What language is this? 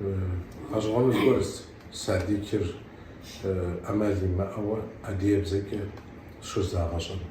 Kabardian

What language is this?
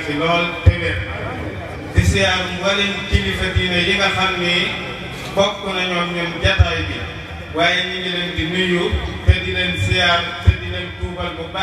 Wolof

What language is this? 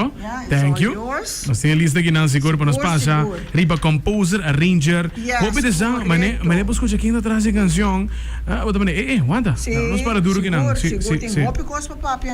Papiamento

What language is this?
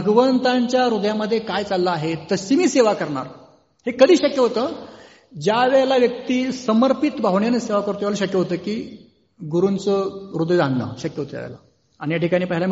Marathi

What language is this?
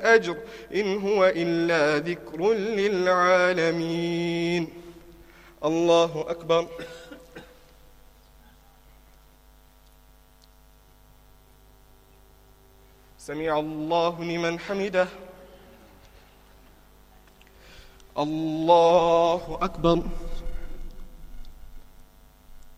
Arabic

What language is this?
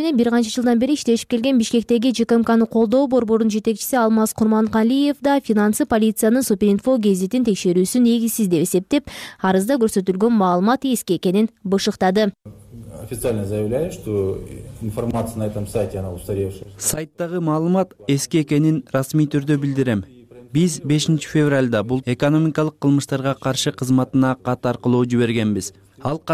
Kyrgyz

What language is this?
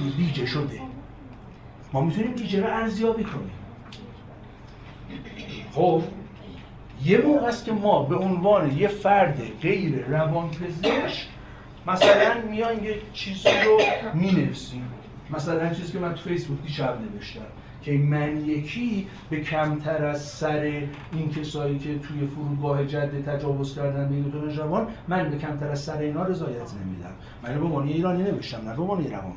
Persian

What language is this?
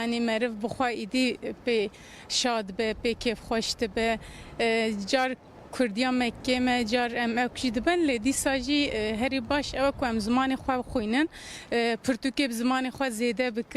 Kurdish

